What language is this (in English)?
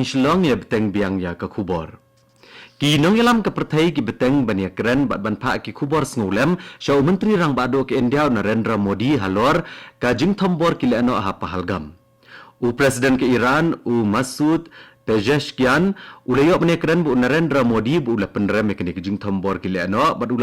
Khasi